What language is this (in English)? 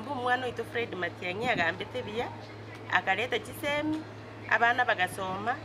Gusii